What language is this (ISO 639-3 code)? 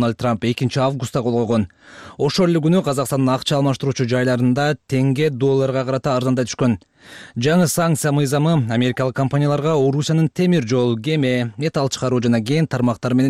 kir